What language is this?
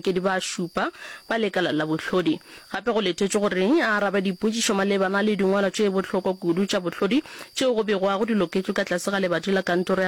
Northern Sotho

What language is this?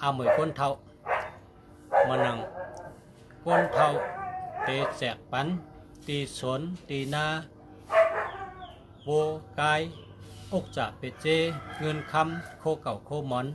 Shan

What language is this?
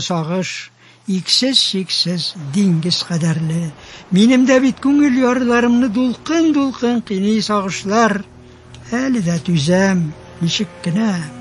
Tatar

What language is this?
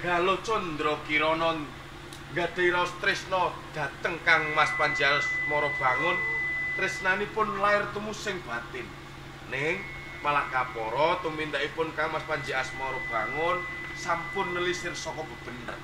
Javanese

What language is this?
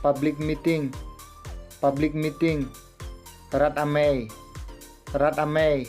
Karbi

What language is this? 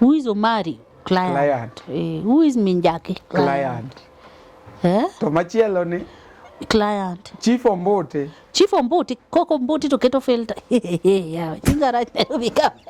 Luo (Kenya and Tanzania)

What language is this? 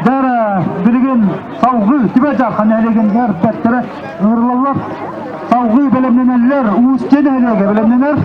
Yakut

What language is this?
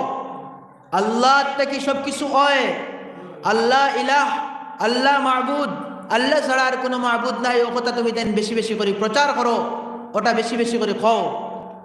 Sylheti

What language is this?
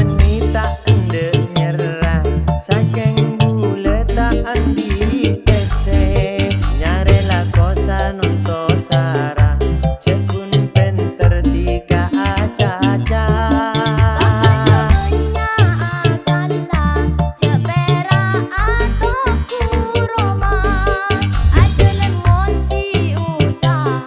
Madurese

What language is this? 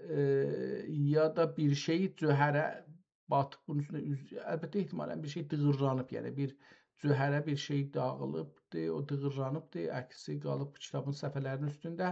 South Azerbaijani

